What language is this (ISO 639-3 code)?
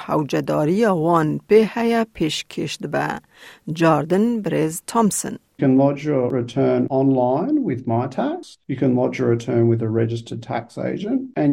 kur